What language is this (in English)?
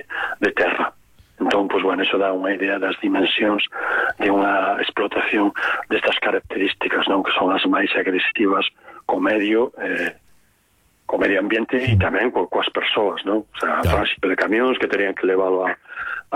Galician